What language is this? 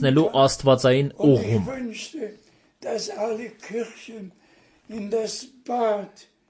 Armenian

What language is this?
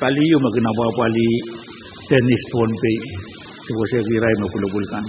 Pohnpeian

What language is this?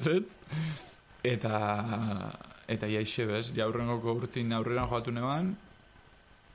Basque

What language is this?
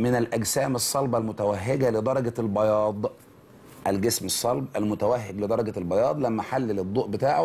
Egyptian Arabic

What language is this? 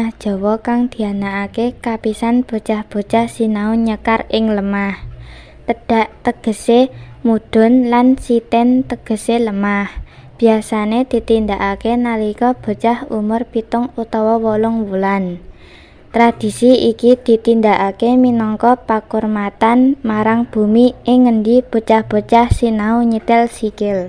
Javanese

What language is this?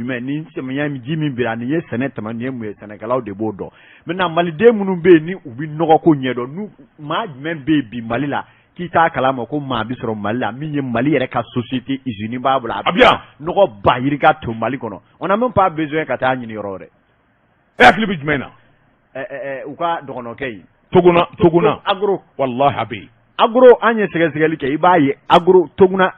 Bambara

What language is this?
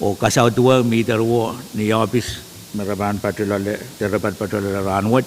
Pohnpeian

